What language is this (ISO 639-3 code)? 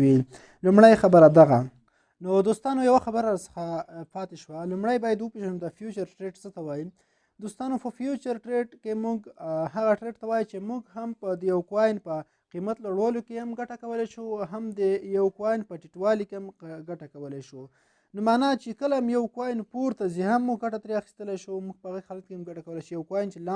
pus